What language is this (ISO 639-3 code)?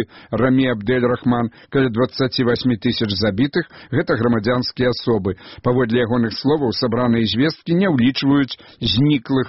bel